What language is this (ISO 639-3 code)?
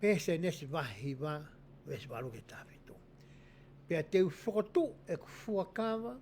ton